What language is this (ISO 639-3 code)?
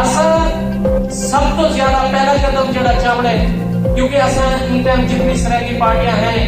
skr